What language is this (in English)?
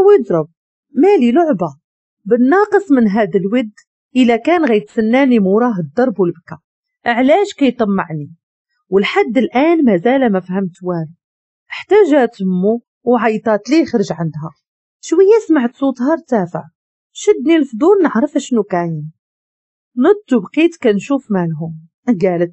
Moroccan Arabic